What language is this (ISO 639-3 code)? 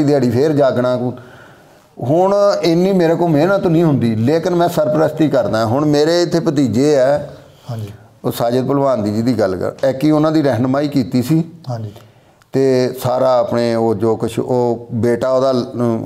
pan